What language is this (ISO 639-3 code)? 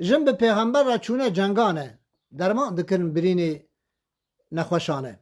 kur